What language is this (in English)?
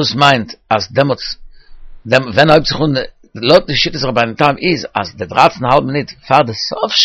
Yiddish